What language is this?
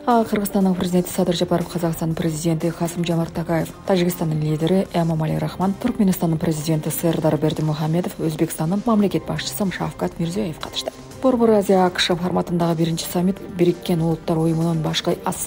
Kyrgyz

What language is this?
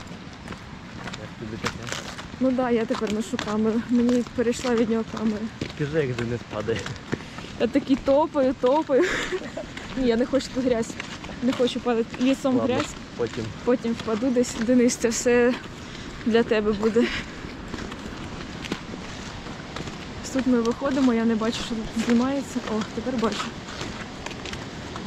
Ukrainian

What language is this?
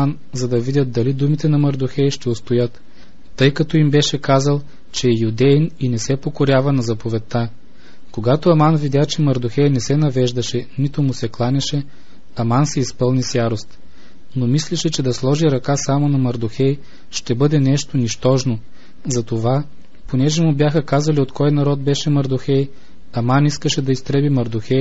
Bulgarian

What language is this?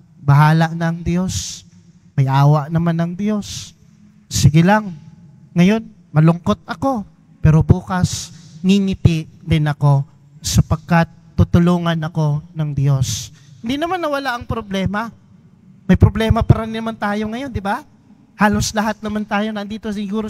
Filipino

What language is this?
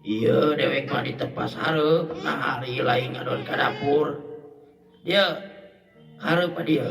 Sundanese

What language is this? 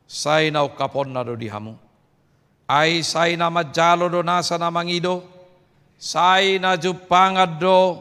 Batak Toba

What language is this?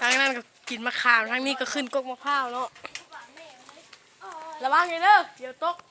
Lao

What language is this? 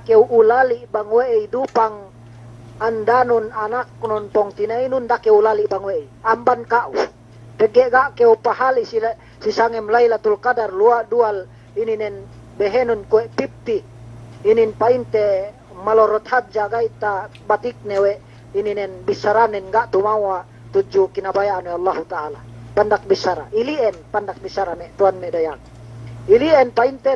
Yakan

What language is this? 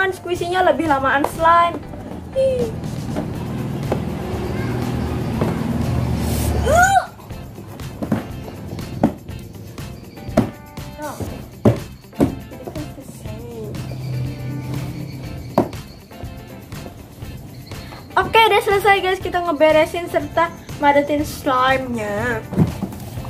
Indonesian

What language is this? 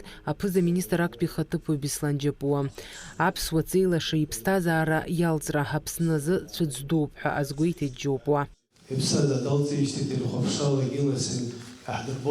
Abkhazian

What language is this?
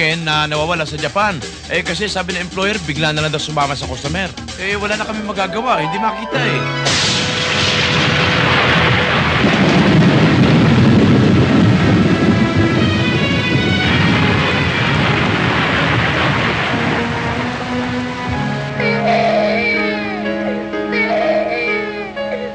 Filipino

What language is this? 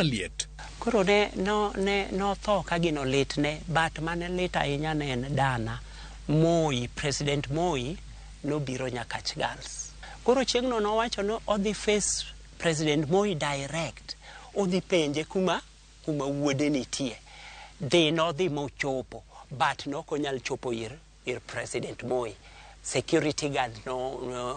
Luo (Kenya and Tanzania)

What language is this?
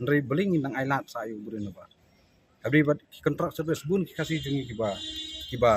Khasi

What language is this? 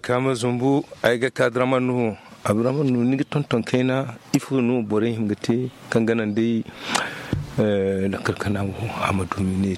Zarma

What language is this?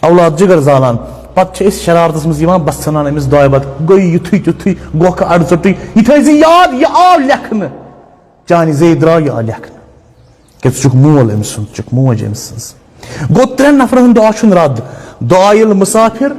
Kashmiri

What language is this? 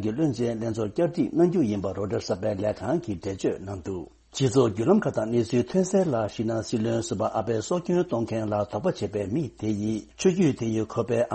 Tibetan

